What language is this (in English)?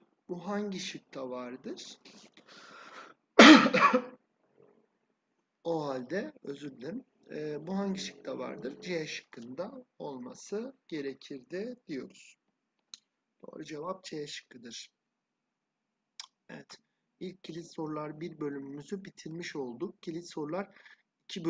Turkish